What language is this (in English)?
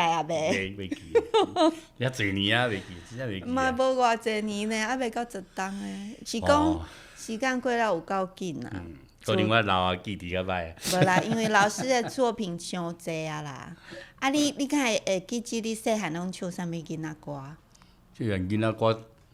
Min Nan Chinese